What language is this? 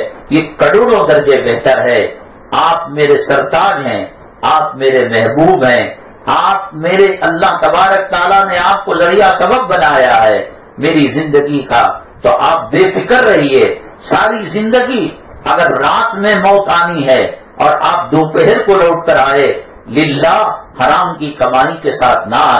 Urdu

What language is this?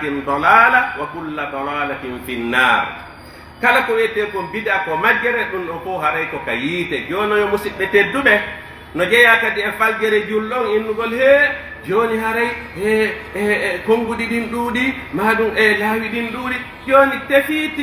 Pular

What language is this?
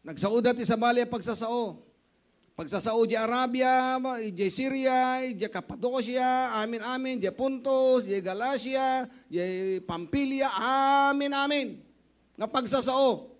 Iloko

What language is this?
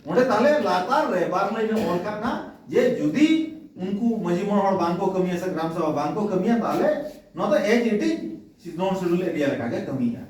Santali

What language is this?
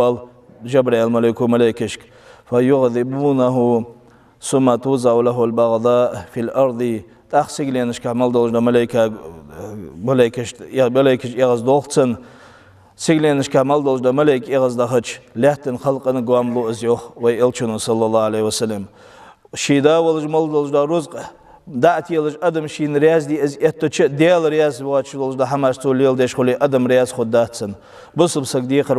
Ingush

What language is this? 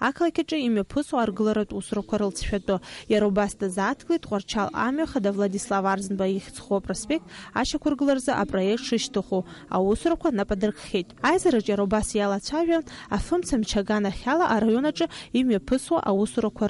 Abkhazian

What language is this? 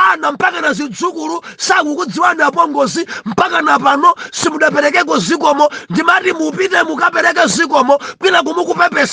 Nyanja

